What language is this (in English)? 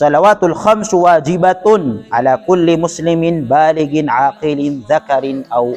Maranao